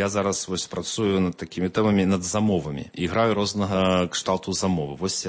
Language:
Belarusian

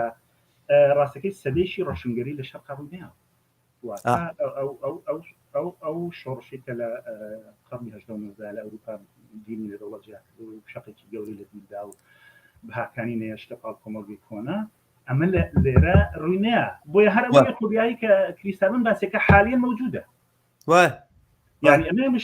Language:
Central Kurdish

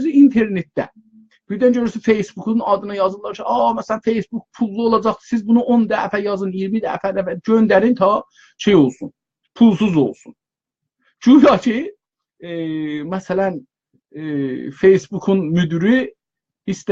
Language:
South Azerbaijani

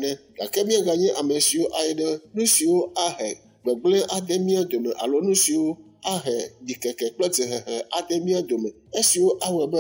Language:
Ewe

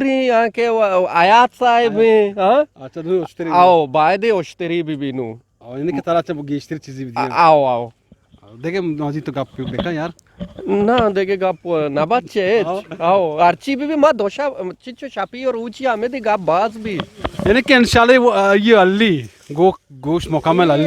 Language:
Eastern Balochi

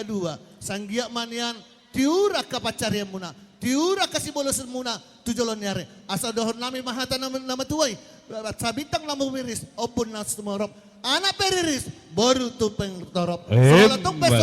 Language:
Batak Toba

